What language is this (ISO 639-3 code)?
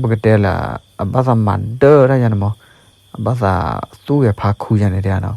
ksw